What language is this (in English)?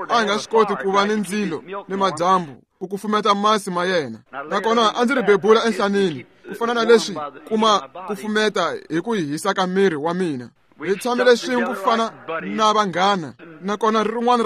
Tsonga